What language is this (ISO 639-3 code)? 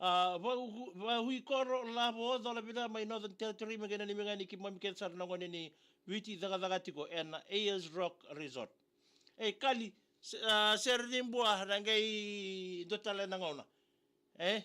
fij